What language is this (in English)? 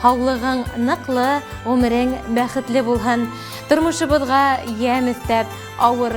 Bashkir